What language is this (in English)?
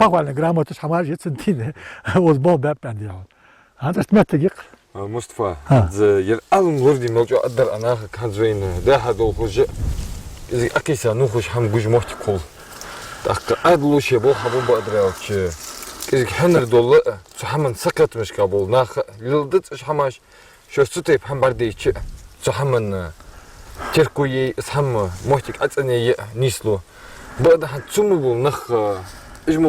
Ingush